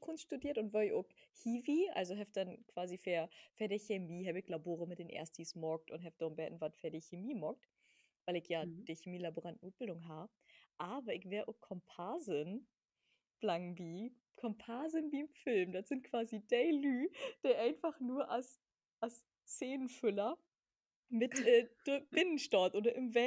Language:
Low German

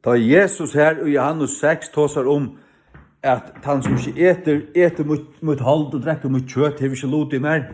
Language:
Faroese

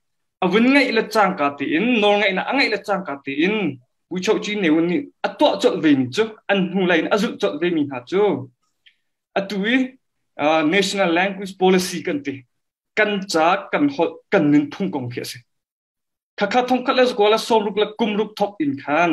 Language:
Hakha Chin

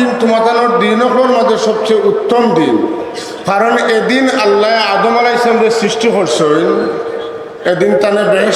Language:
Sylheti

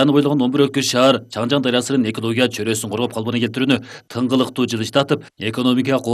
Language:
Kyrgyz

